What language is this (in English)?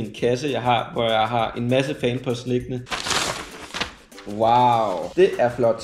Danish